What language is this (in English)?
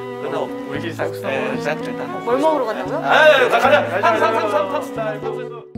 Korean